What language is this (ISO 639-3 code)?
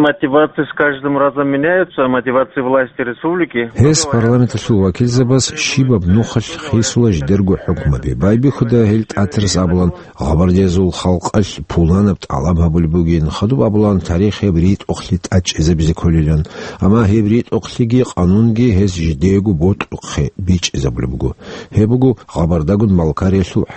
ava